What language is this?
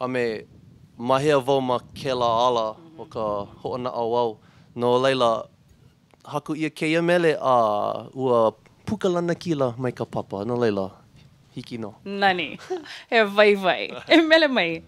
Hawaiian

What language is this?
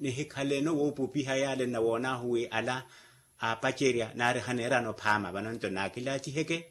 Makhuwa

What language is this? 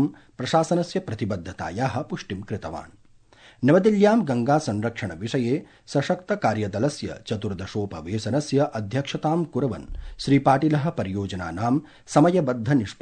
Sanskrit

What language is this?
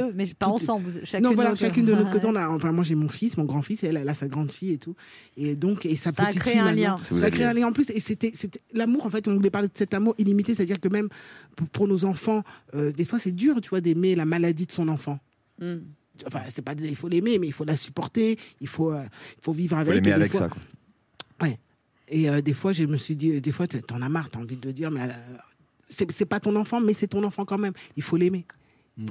French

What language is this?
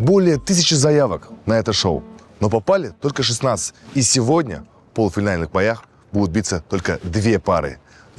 Russian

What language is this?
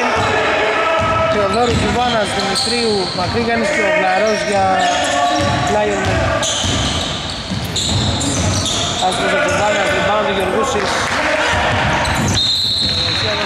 Greek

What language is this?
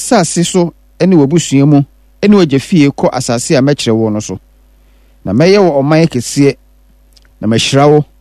Akan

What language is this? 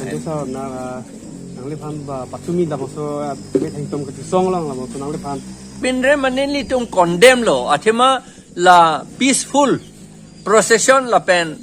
Karbi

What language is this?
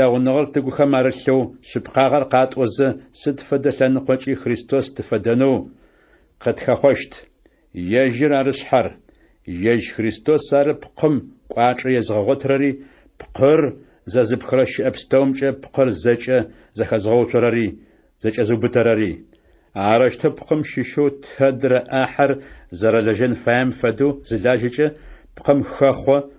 Adyghe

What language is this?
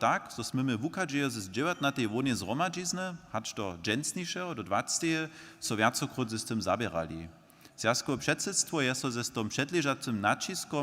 Upper Sorbian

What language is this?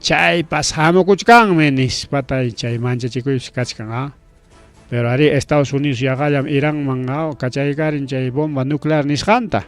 Ayacucho Quechua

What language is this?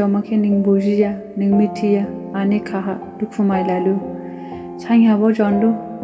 Dimasa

